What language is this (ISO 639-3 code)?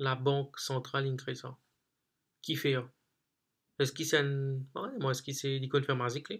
mfe